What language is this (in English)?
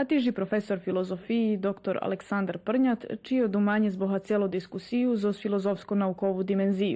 Rusyn